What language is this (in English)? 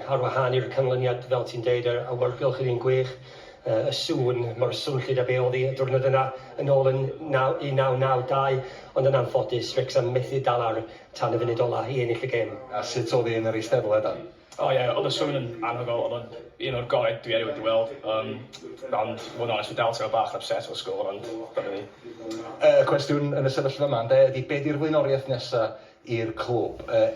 Welsh